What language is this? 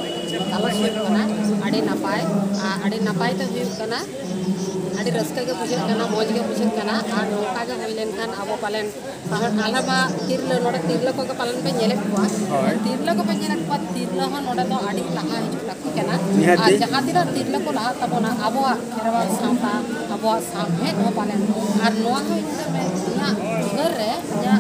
Santali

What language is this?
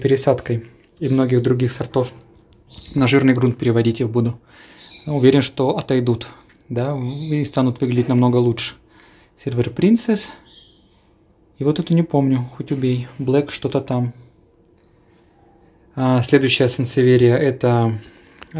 Russian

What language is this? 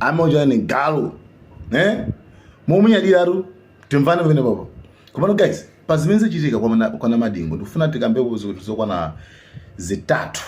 Nyanja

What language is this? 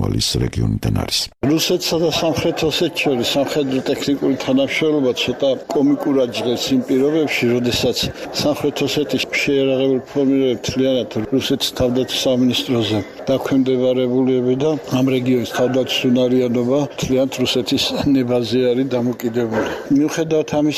Georgian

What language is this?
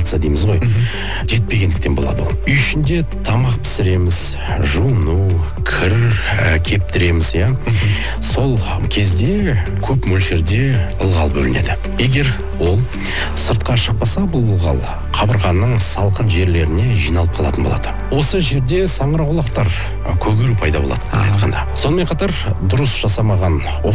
Kazakh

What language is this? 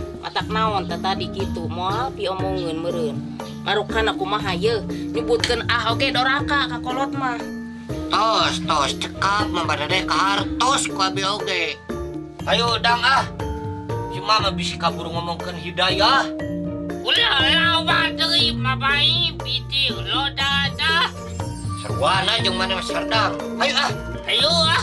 Sundanese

